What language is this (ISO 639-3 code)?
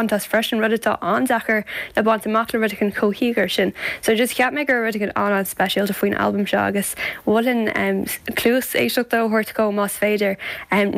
gle